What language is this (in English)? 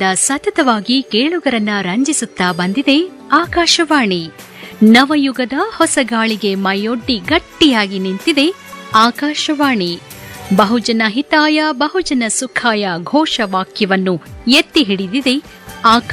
Kannada